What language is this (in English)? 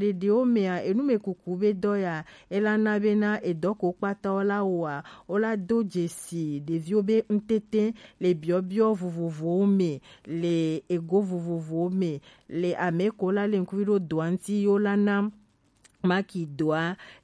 Gen